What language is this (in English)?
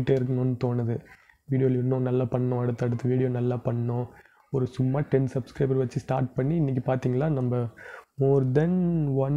Tamil